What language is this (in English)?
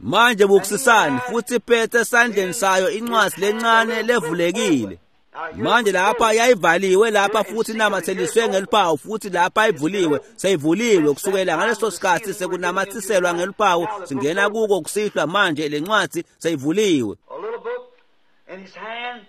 Swati